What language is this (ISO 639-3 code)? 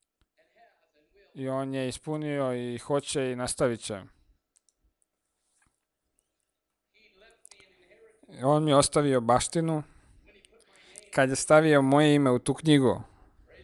hrv